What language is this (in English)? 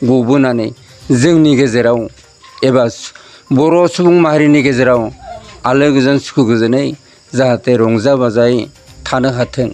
Bodo